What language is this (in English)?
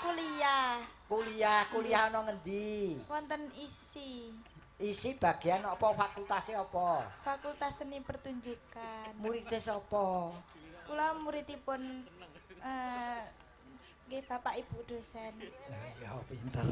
Javanese